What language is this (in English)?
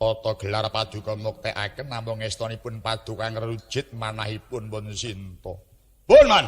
Javanese